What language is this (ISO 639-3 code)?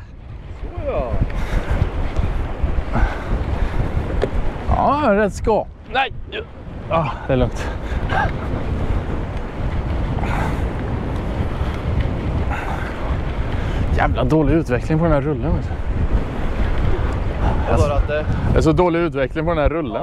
swe